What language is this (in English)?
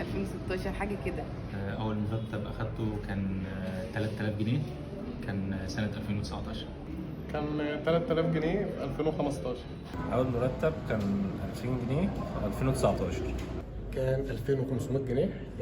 Egyptian Arabic